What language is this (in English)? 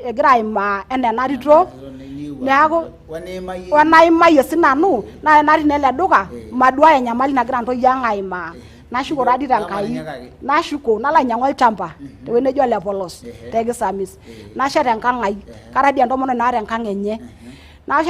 Masai